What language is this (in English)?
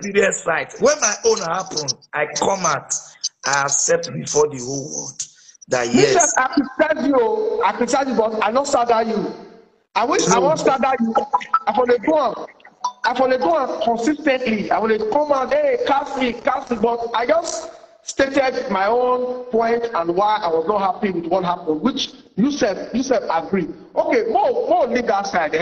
Nigerian Pidgin